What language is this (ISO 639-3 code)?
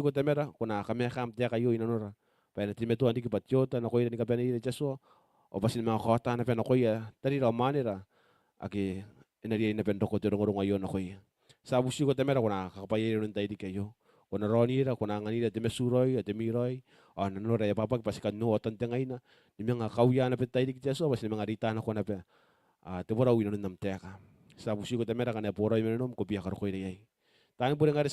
gil